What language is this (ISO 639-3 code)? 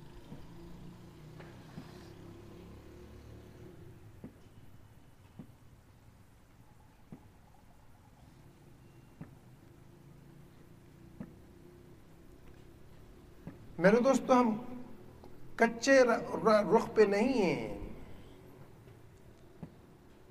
urd